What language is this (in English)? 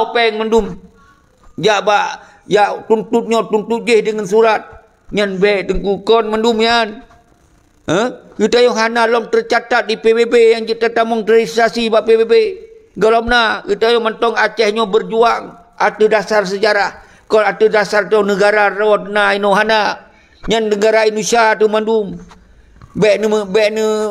Achinese